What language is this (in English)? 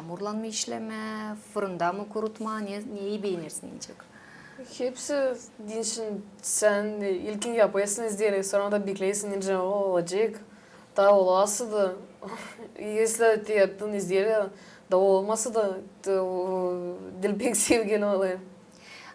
Gagauz